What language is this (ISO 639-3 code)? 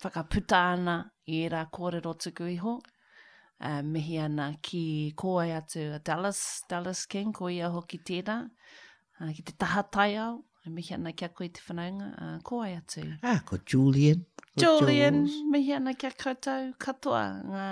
mri